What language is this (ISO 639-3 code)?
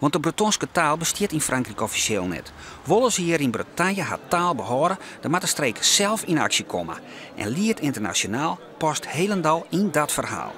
fry